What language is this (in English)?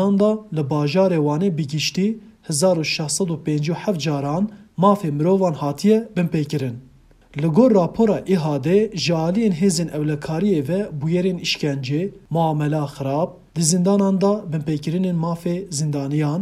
Kurdish